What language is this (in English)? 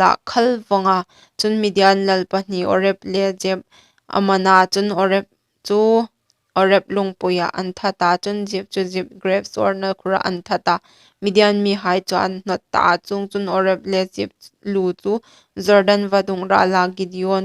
Hmar